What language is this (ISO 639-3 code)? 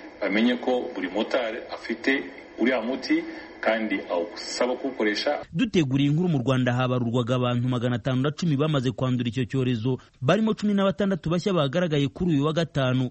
kin